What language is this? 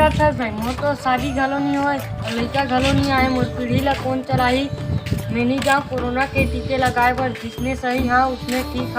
Chhattisgarhi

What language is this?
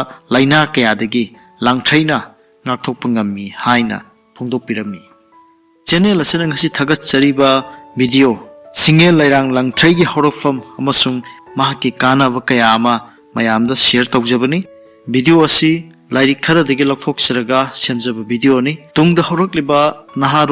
Manipuri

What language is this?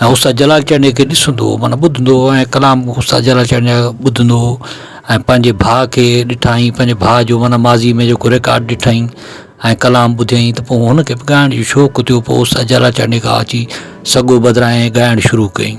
Sindhi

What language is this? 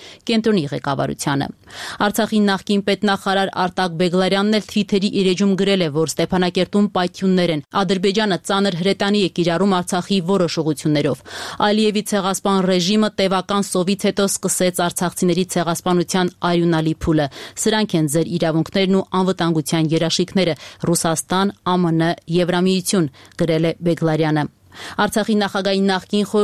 Armenian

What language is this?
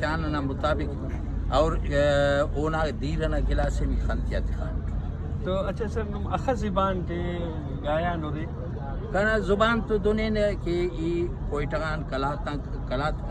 Brahui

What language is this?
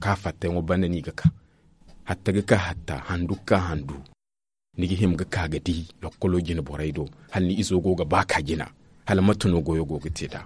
Zarma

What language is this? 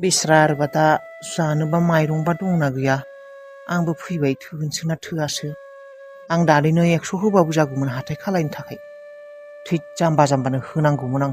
Bodo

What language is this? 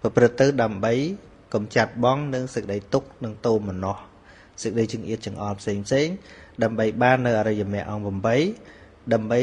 Khmer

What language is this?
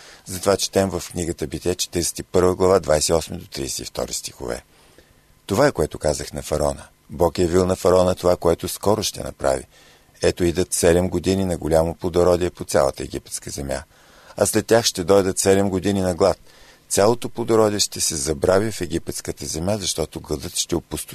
Bulgarian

